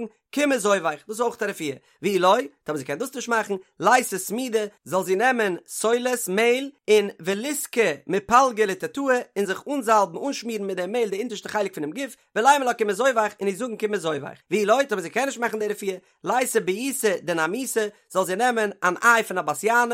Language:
Yiddish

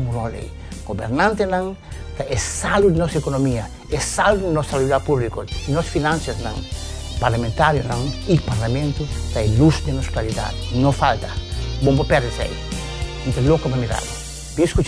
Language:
Papiamento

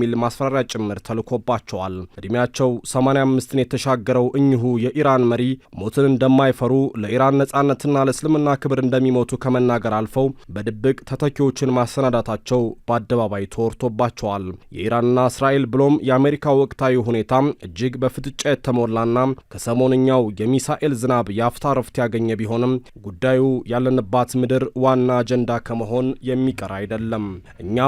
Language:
Amharic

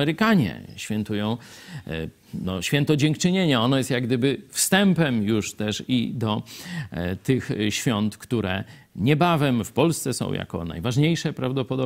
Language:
Polish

